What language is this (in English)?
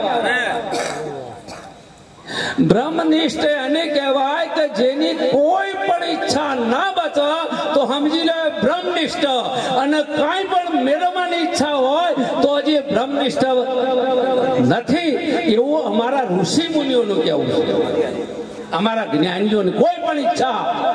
Gujarati